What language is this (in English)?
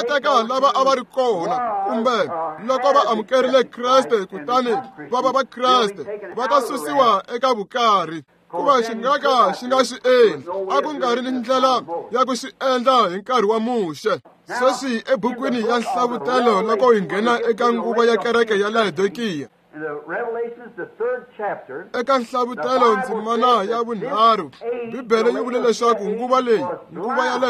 Tsonga